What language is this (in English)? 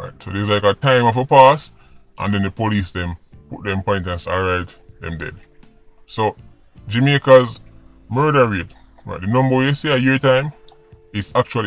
Jamaican Creole English